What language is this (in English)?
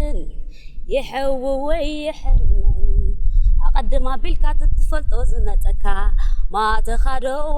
Tigrinya